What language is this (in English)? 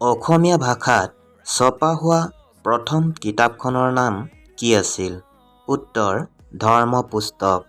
Assamese